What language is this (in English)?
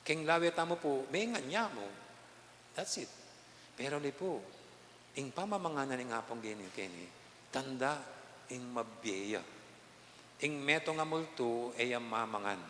Pampanga